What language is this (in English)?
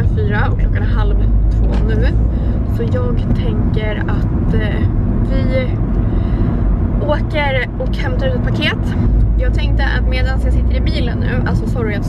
Swedish